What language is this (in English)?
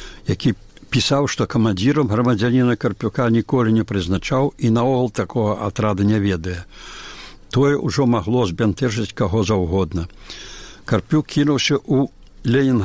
Belarusian